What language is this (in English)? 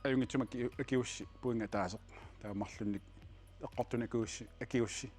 Kalaallisut